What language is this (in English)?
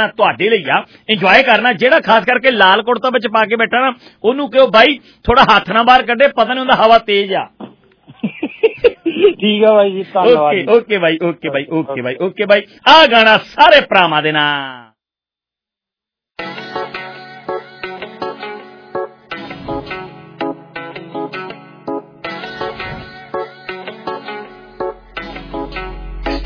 Punjabi